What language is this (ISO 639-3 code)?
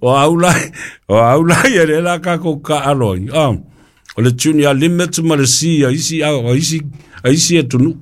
smo